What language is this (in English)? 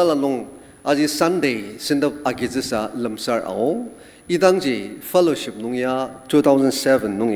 Ao Naga